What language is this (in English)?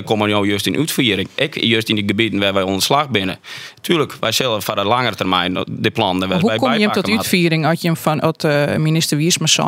Western Frisian